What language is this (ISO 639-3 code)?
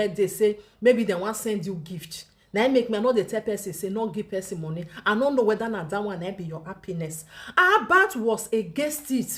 pcm